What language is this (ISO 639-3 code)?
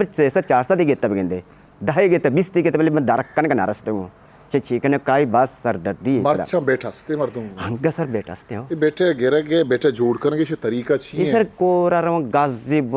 bgp